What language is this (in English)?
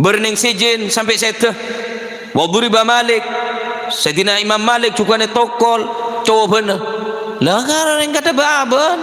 Madurese